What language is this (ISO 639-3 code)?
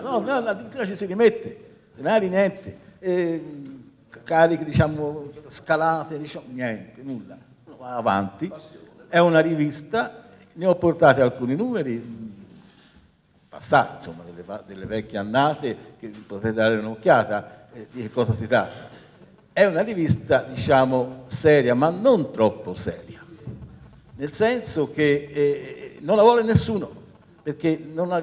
ita